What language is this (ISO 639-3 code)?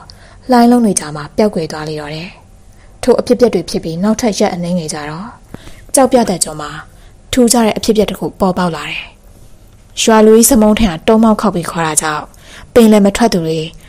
mya